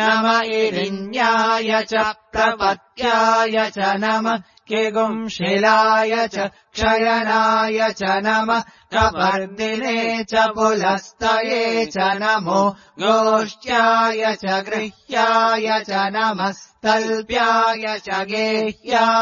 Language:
Sanskrit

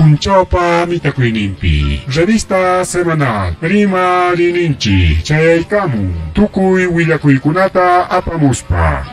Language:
Ayacucho Quechua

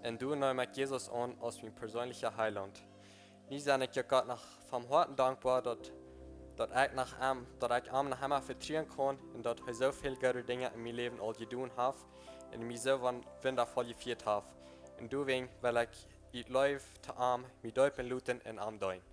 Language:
Plautdietsch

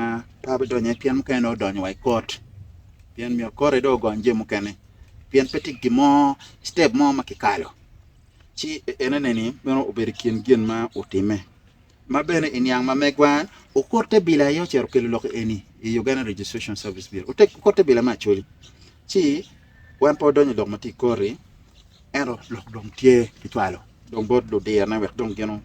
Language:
Acoli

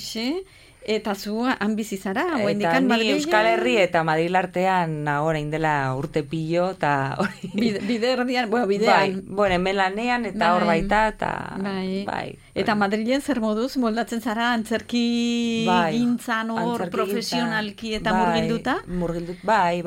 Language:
Basque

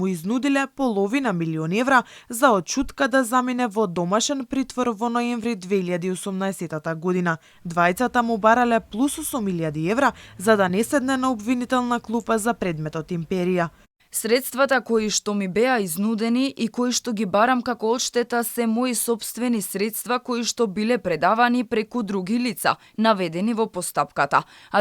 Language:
Macedonian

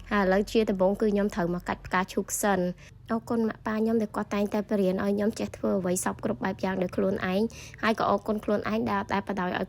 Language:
Khmer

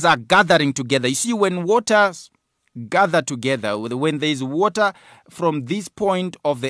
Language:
English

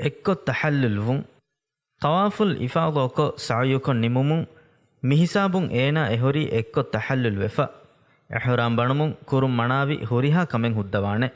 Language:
Divehi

